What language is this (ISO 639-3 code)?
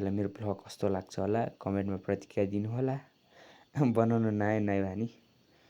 nep